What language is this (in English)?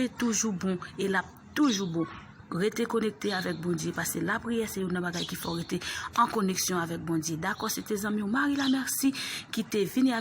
Haitian Creole